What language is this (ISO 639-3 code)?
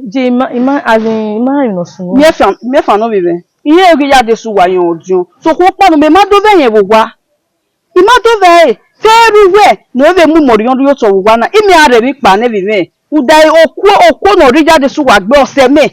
bin